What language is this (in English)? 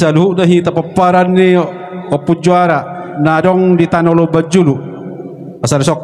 Batak Toba